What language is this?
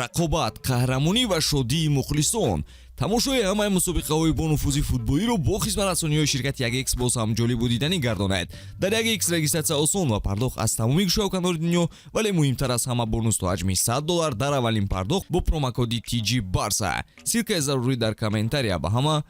Tajik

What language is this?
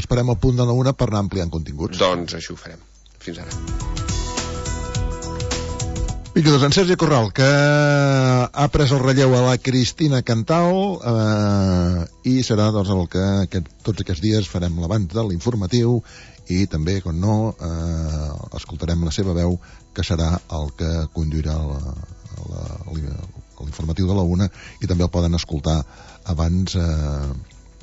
Catalan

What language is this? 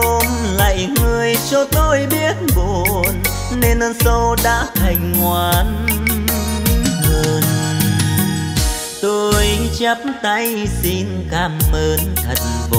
Vietnamese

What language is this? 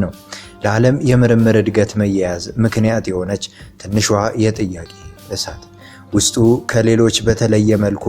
Amharic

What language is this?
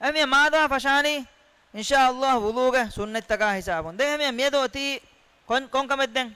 Divehi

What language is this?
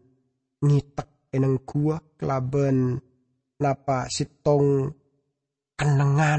Madurese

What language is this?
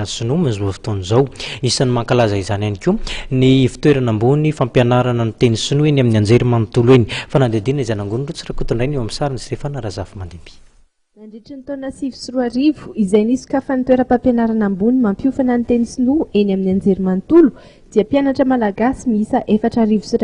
Malagasy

